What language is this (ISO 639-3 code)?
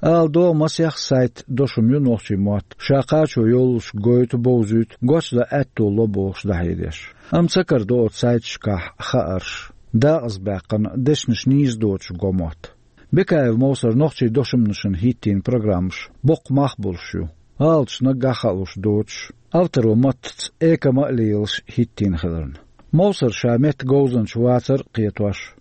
che